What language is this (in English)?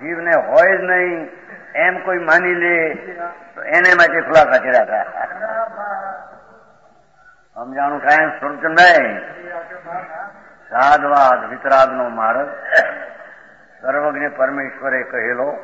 Gujarati